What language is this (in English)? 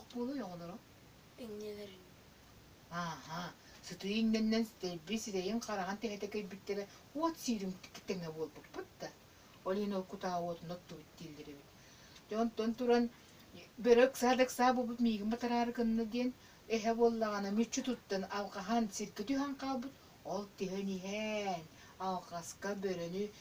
Yakut